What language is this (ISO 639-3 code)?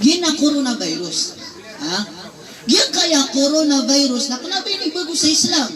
mrw